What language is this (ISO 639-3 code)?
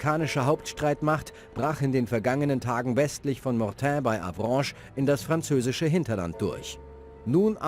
bar